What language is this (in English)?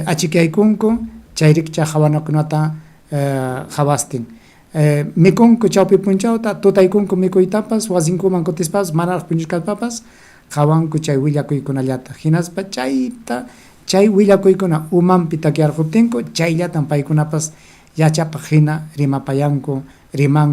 Ayacucho Quechua